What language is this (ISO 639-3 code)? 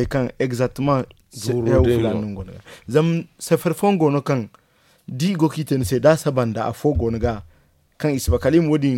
dje